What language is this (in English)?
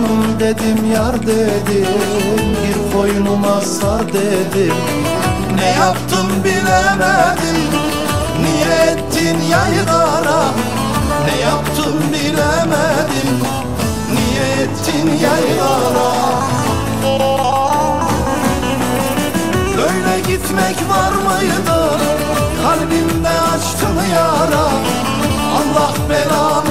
Turkish